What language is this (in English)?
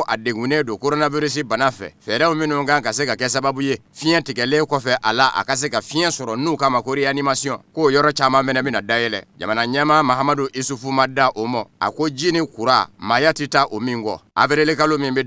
Bambara